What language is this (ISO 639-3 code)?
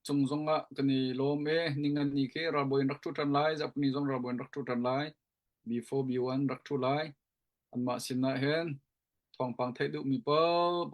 cnh